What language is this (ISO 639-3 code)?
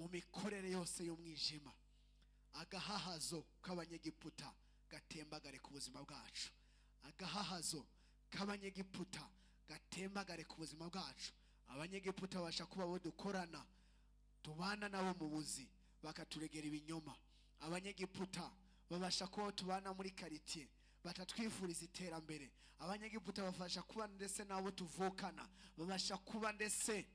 run